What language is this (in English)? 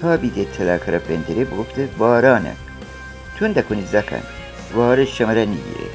Gilaki